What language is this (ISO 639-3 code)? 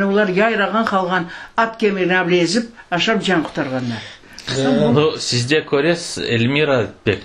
crh